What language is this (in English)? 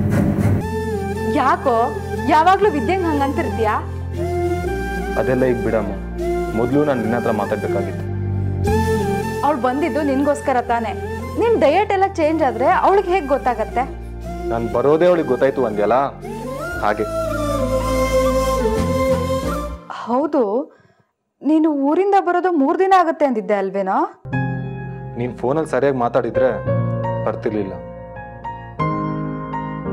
Kannada